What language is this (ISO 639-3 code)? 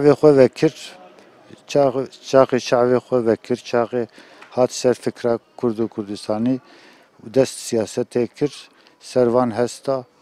kur